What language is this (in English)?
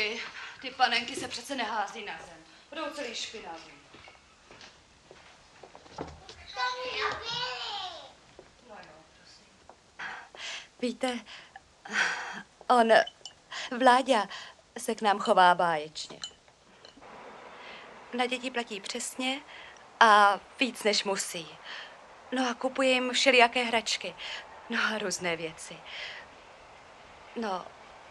Czech